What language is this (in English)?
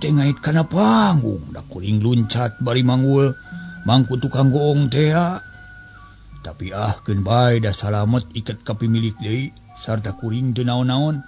Sundanese